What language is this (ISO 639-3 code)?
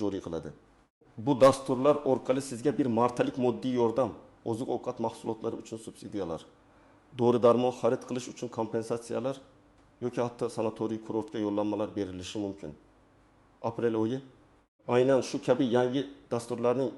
uzb